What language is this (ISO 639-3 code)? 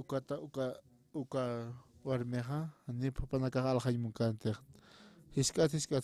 aym